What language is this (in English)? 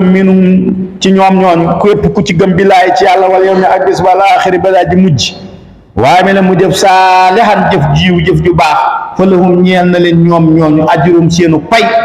Wolof